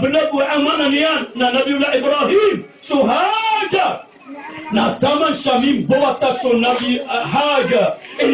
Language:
Maranao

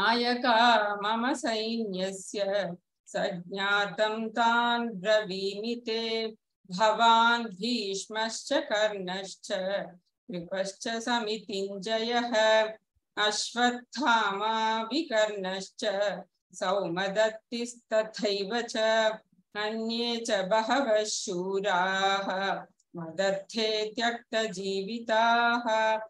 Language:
Sanskrit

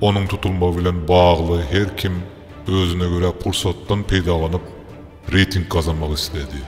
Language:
Turkmen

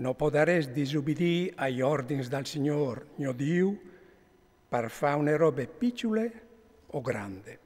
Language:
Friulian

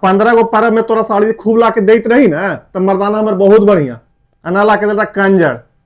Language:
Magahi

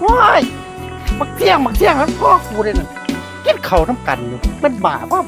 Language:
Northeastern Thai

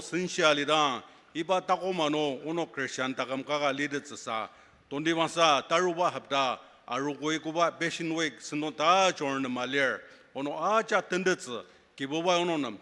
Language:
Ao Naga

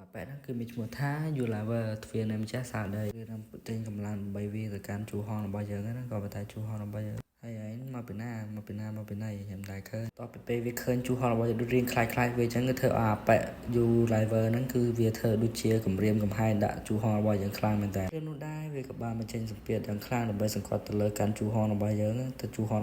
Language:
Khmer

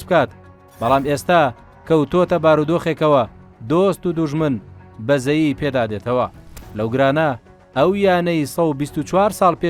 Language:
Central Kurdish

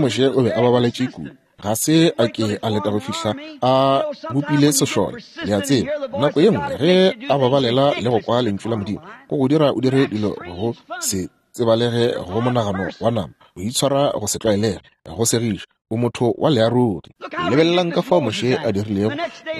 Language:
Northern Sotho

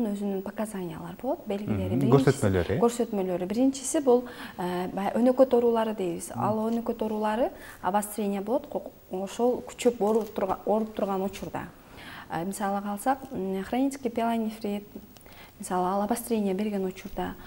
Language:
Kyrgyz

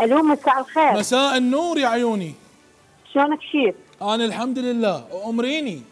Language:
Mesopotamian Arabic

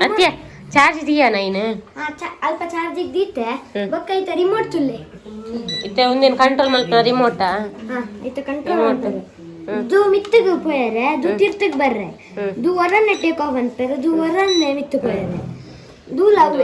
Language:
Tulu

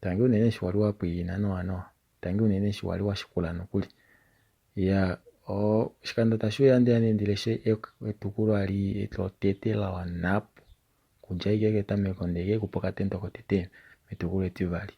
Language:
Kuanyama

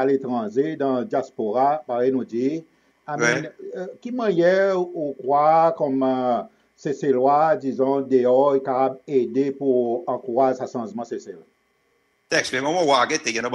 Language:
Seselwa Creole French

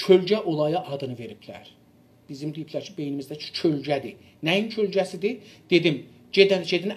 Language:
South Azerbaijani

